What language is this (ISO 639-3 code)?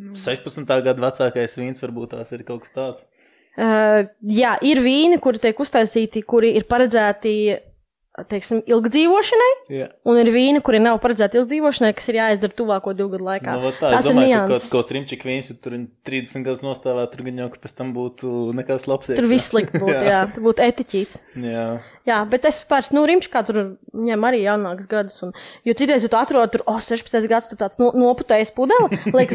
lav